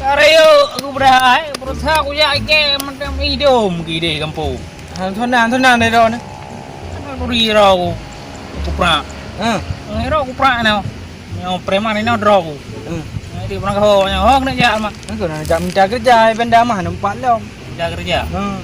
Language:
Achinese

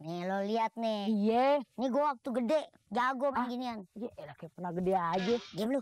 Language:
Betawi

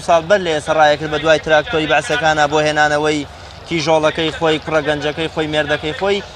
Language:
Central Kurdish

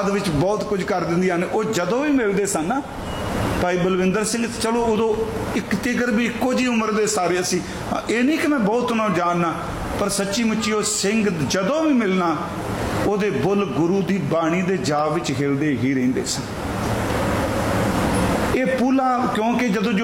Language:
Punjabi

